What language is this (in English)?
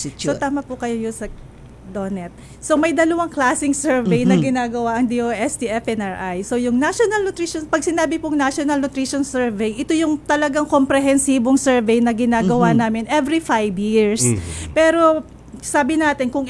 Filipino